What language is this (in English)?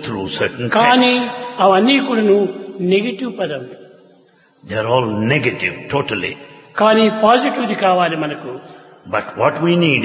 Telugu